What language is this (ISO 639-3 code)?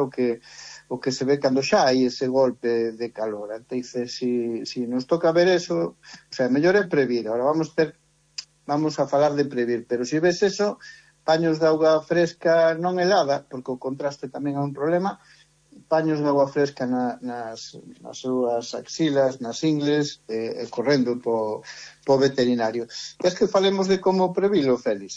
glg